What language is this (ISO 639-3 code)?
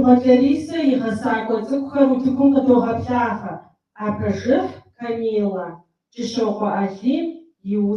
kbd